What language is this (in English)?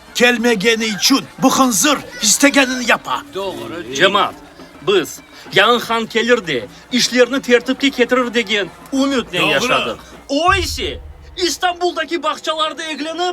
Crimean Tatar